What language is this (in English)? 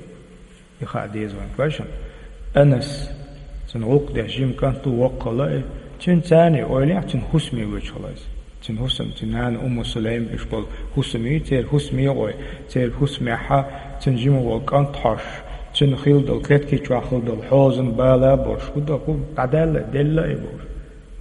Chechen